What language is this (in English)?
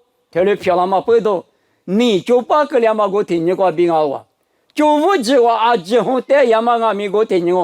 Lisu